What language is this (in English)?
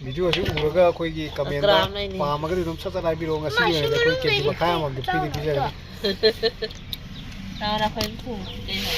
Manipuri